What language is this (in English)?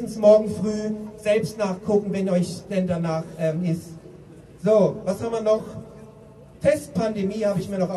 German